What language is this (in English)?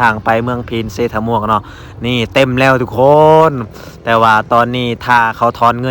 Lao